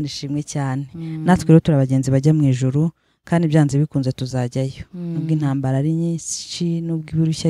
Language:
Kinyarwanda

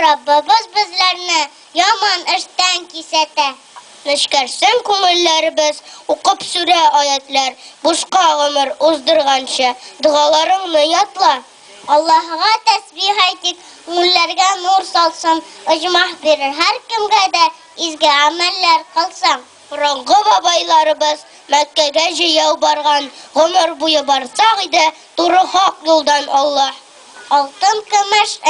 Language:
Tatar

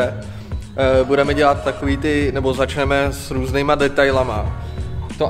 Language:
Czech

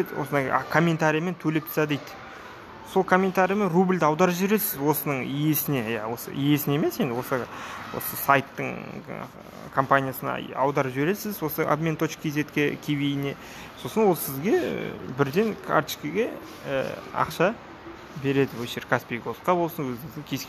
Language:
Kazakh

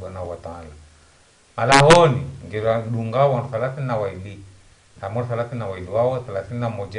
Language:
Ngazidja Comorian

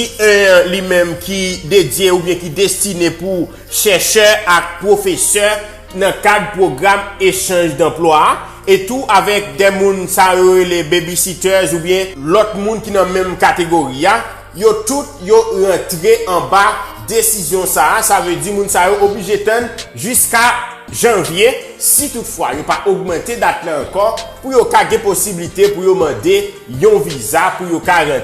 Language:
Haitian Creole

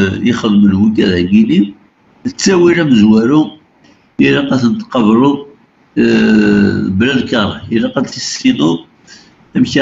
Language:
Kabyle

